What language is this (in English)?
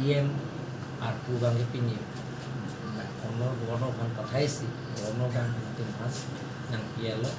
Karbi